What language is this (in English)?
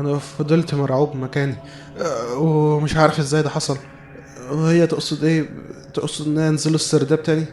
Egyptian Arabic